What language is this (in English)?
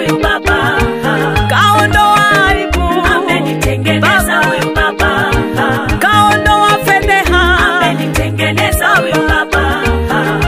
Swahili